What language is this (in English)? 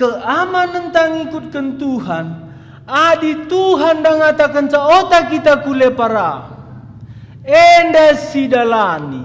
Batak Karo